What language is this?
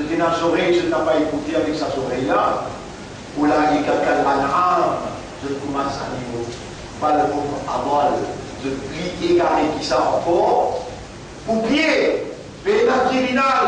Morisyen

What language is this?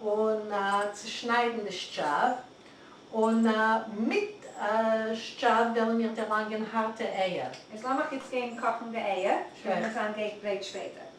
Yiddish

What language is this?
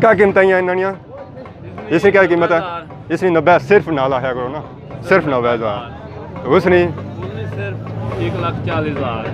Pahari-Potwari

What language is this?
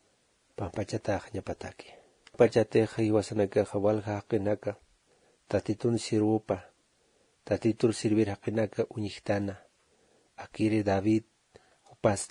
Aymara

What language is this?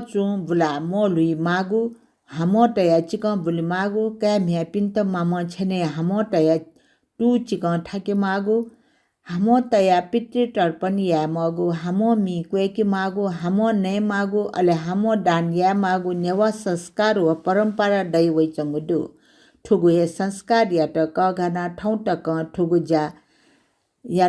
Newari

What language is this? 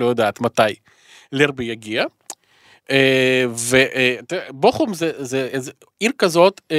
Hebrew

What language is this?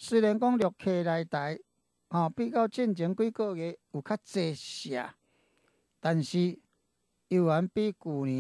Min Nan Chinese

